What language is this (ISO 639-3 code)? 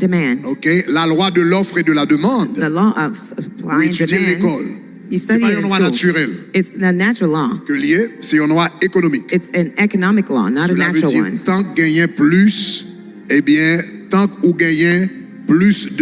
hat